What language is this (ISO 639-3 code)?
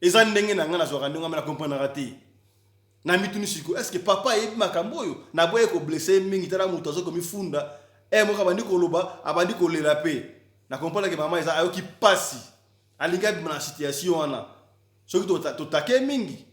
lin